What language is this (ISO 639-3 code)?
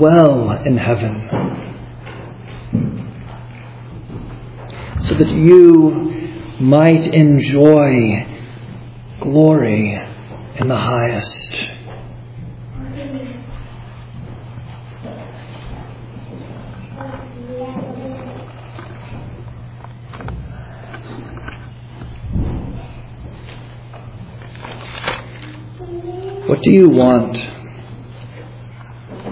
eng